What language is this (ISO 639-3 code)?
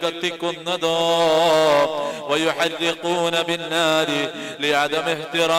mal